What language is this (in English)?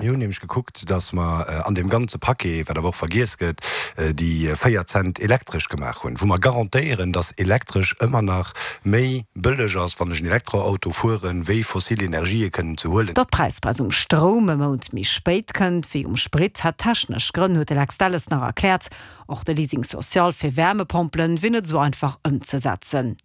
Luxembourgish